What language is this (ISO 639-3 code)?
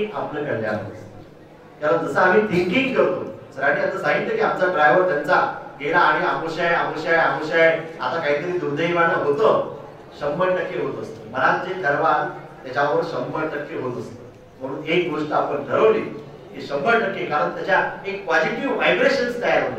mar